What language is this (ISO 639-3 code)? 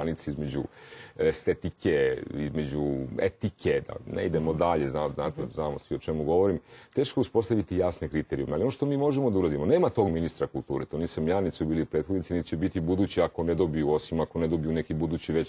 srp